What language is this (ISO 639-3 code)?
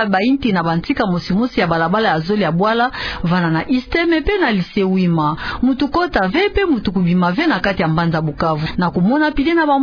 ktu